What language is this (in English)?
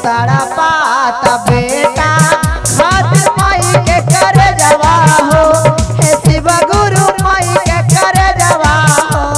Magahi